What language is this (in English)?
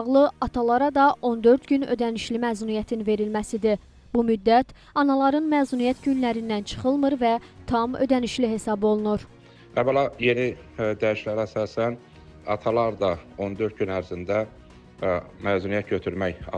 Azerbaijani